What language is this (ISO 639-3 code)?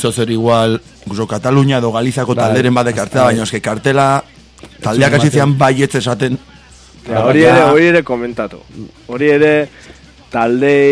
eus